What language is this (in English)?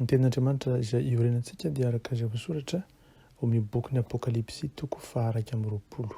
Malagasy